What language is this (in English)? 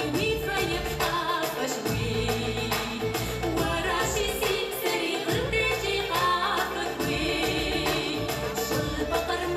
Kabardian